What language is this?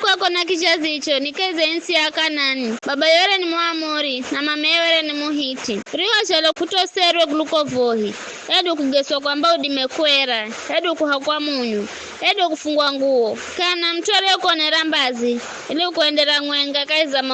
Giryama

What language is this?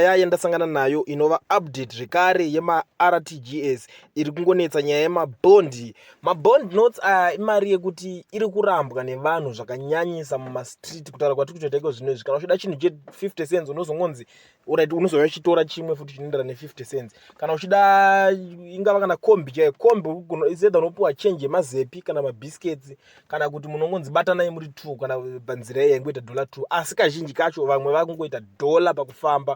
Shona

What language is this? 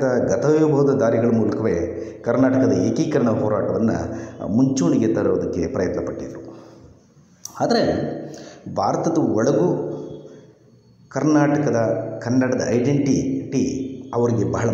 Kannada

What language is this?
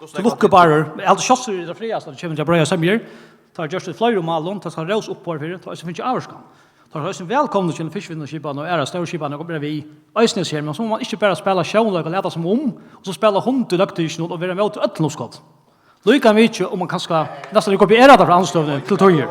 Faroese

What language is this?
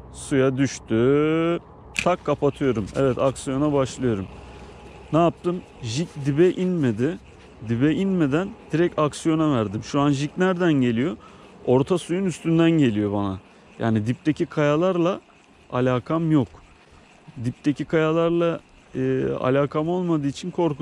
Turkish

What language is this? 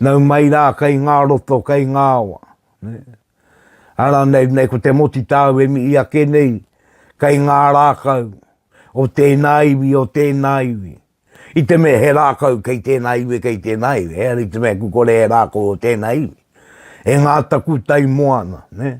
Māori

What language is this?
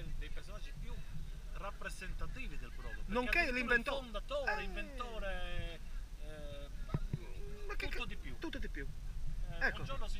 Italian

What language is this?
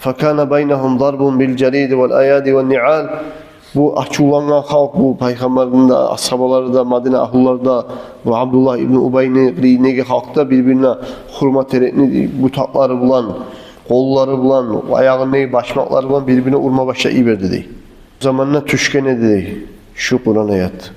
Kumyk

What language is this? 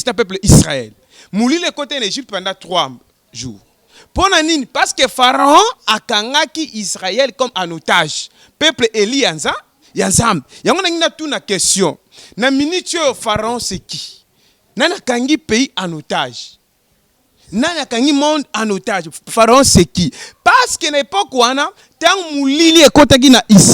Lingala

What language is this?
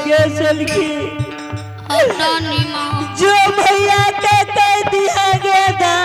Angika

